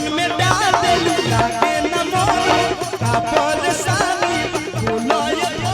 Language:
Maithili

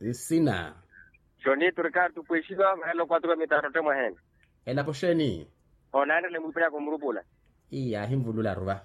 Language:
Makhuwa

